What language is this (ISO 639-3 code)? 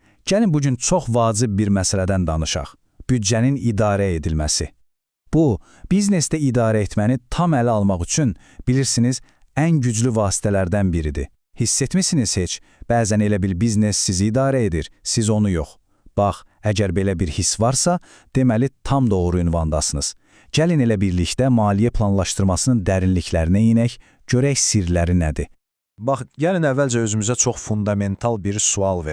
aze